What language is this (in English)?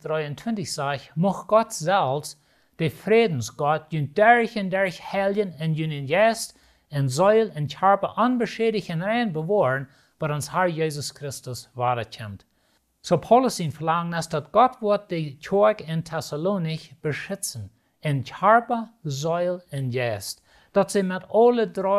Plautdietsch